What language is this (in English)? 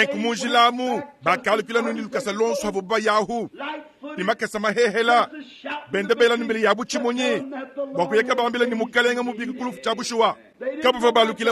Luba-Lulua